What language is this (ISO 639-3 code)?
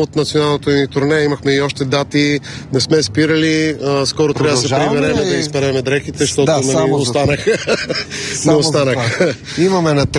bul